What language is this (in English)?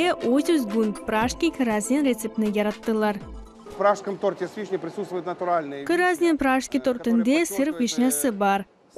Crimean Tatar